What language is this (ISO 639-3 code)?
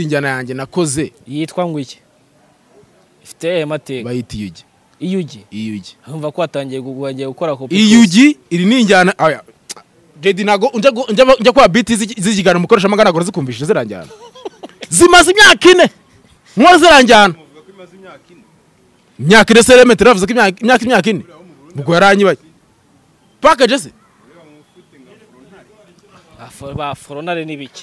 kin